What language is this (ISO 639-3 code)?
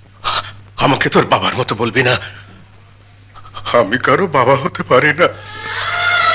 ben